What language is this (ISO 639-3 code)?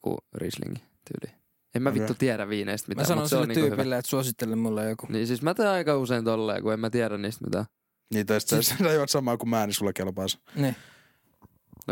fin